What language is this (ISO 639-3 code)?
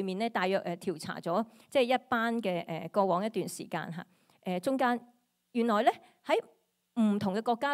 yue